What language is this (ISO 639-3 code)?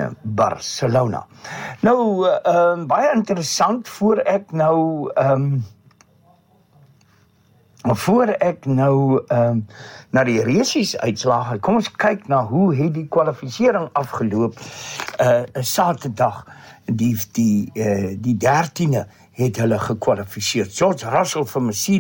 afr